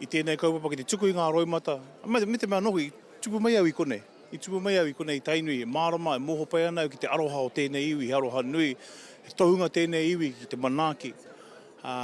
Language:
Māori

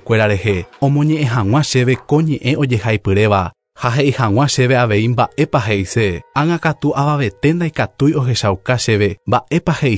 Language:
Guarani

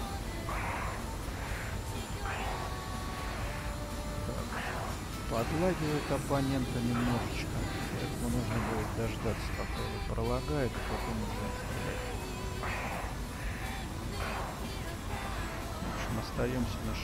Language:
Russian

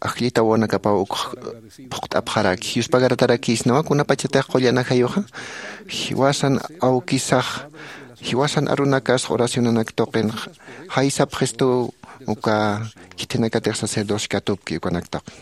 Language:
Aymara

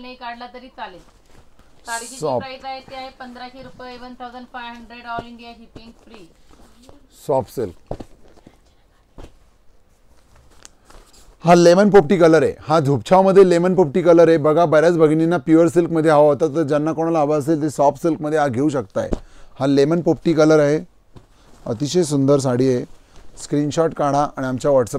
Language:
Marathi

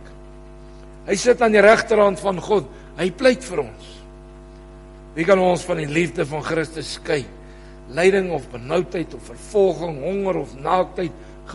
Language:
Afrikaans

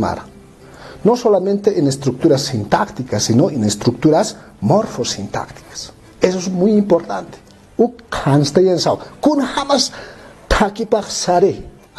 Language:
Aymara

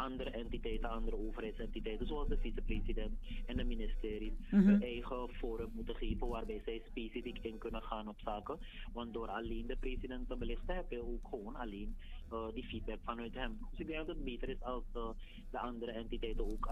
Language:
Dutch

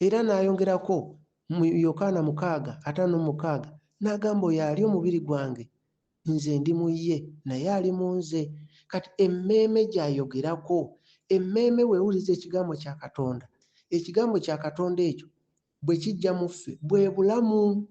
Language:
Ganda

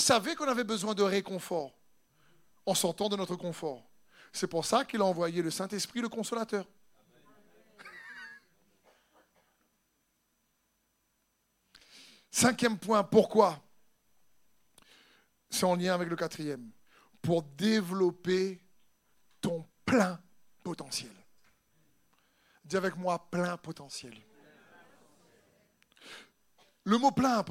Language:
French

